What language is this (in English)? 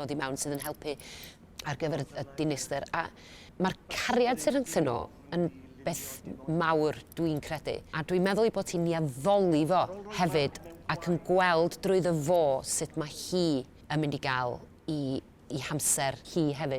Welsh